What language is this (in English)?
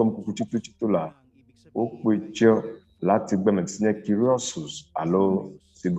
Ewe